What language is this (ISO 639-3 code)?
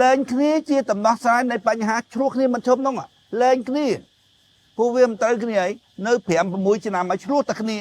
khm